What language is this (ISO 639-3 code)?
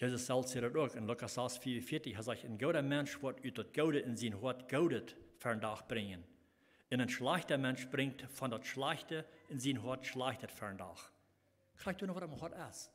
pdt